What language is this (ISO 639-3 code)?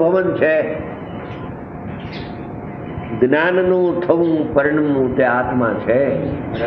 guj